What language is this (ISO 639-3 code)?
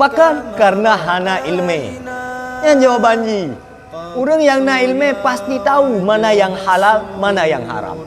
ace